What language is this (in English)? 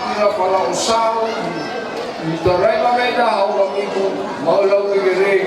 Nias